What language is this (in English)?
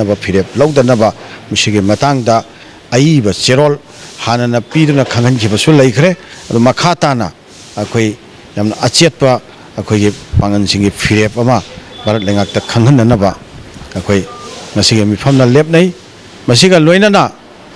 Manipuri